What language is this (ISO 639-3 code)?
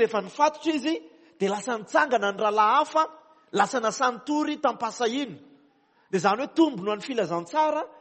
mlg